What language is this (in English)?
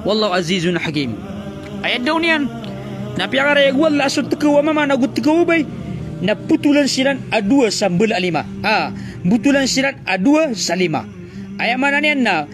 Maranao